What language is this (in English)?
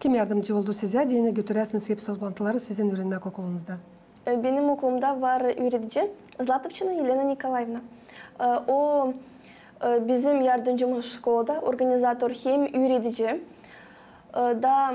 Gagauz